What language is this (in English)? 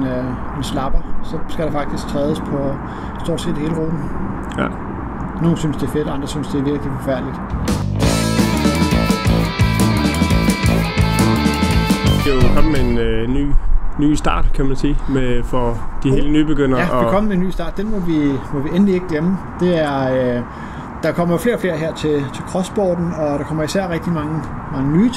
Danish